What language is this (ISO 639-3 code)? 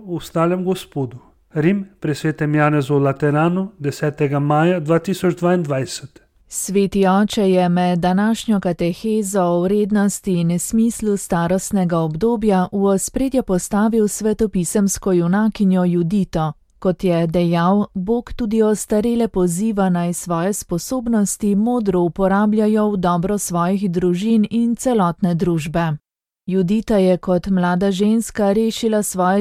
slv